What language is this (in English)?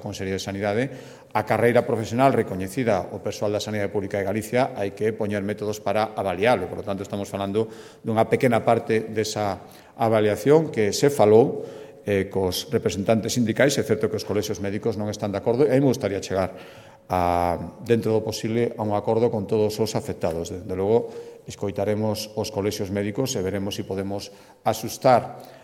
Galician